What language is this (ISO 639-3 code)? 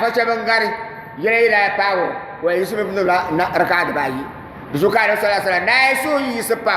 dag